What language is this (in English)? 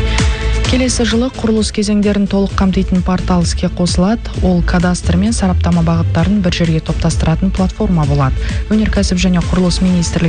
Kazakh